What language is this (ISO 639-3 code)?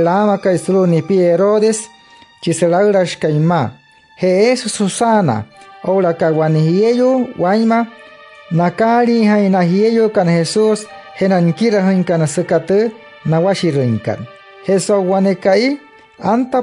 guc